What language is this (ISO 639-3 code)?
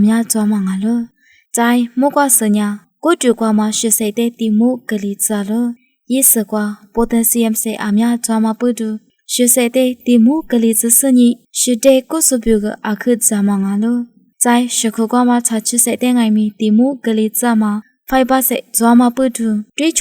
lis